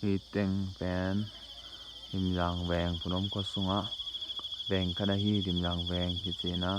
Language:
Tedim Chin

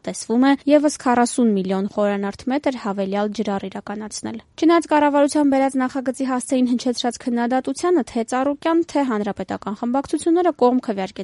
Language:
Armenian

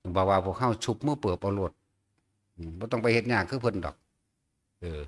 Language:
Northeastern Thai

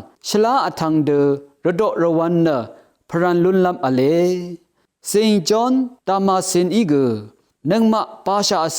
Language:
Rawang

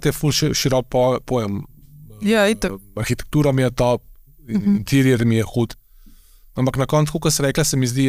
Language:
Slovenian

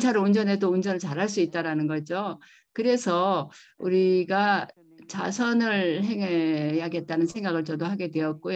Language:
Korean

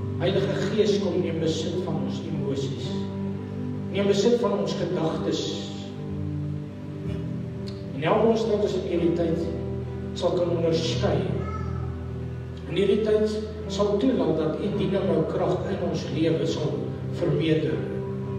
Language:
Afrikaans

